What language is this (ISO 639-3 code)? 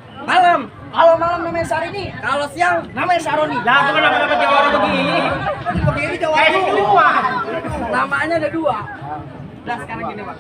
bew